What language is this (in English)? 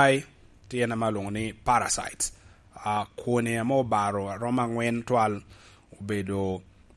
Lango (Uganda)